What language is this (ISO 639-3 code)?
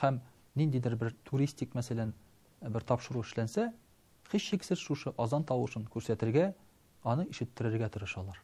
tat